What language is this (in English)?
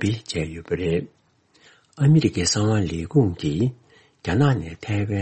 Tibetan